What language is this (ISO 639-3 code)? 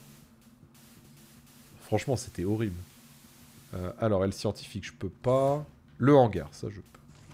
fra